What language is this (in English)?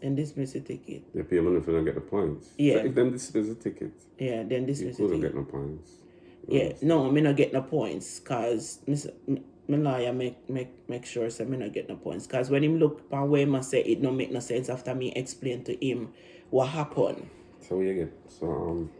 Jamaican Creole English